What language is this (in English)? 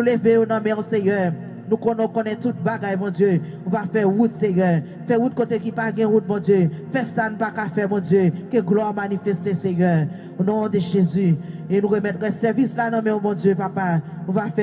Haitian Creole